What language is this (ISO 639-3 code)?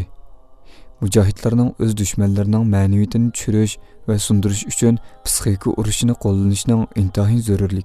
uig